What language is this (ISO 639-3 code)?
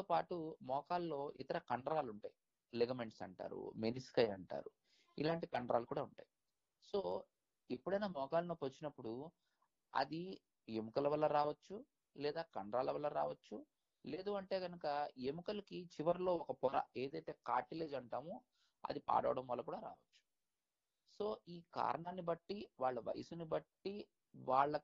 tel